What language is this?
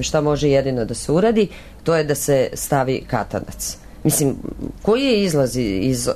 Serbian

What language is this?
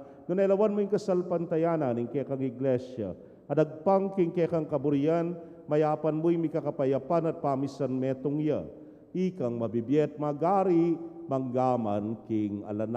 Pampanga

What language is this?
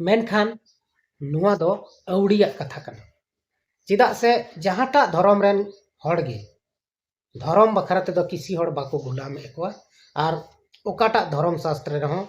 Santali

